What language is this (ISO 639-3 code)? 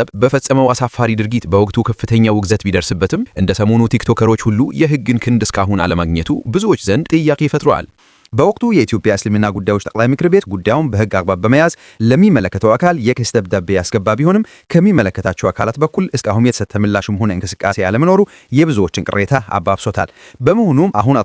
amh